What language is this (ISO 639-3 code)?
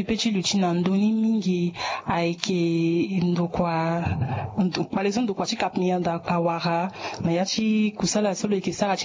sag